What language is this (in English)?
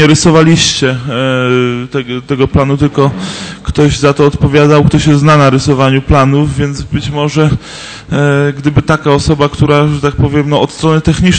Polish